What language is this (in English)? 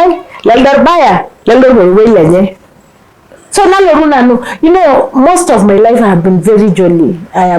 Masai